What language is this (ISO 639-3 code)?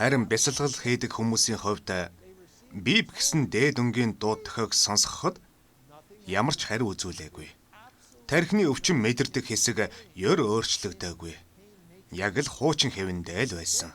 mon